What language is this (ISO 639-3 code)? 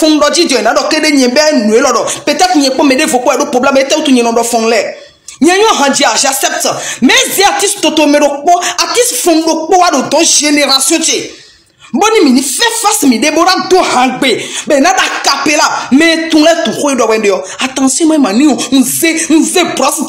fon